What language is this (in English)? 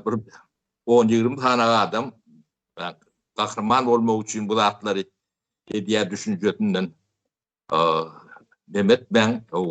Turkmen